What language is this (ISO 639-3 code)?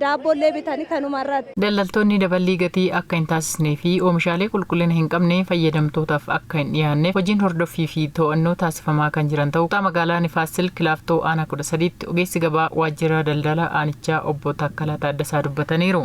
orm